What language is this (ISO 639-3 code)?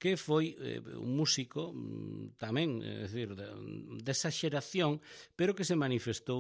glg